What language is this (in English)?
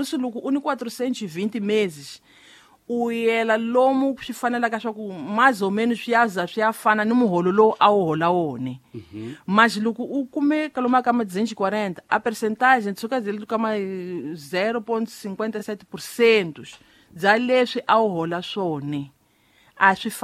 Tsonga